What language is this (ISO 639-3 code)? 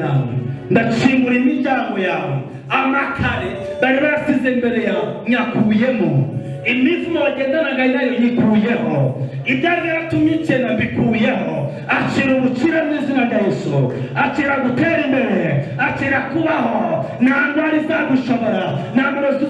kin